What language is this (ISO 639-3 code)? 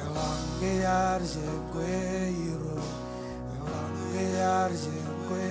mah